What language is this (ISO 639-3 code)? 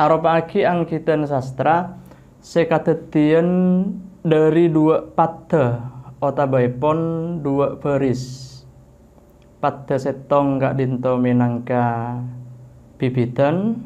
mad